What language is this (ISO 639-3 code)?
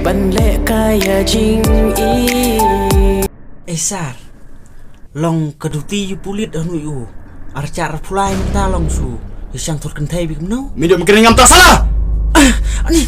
kha